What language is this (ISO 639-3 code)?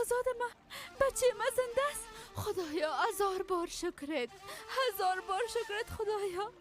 fas